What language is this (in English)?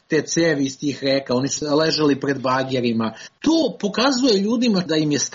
Serbian